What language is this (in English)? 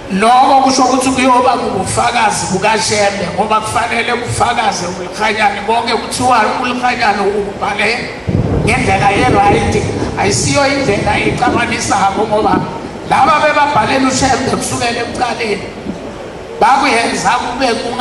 Zulu